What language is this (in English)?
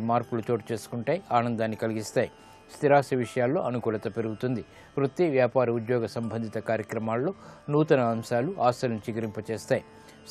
Telugu